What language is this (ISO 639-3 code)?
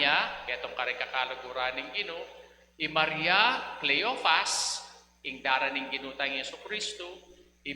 pam